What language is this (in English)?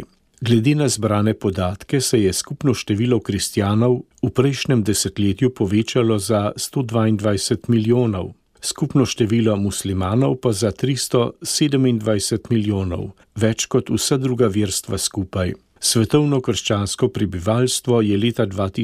Slovenian